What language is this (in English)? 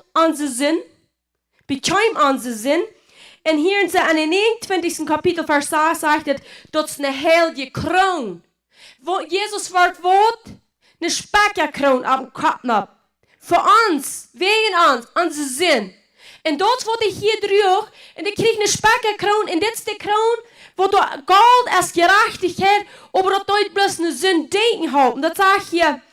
Plautdietsch